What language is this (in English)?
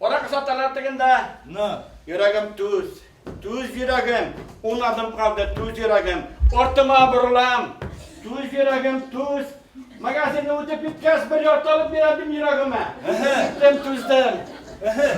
Bashkir